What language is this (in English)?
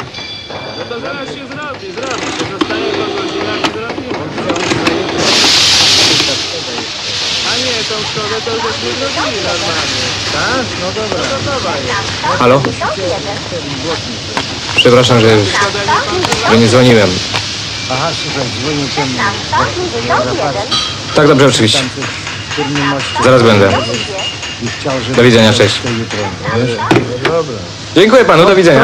Polish